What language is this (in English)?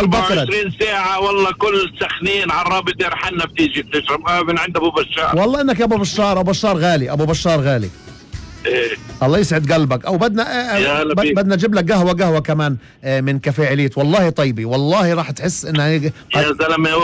North Levantine Arabic